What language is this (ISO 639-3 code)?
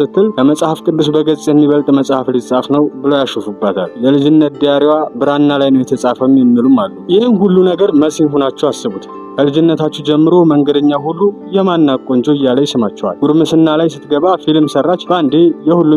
amh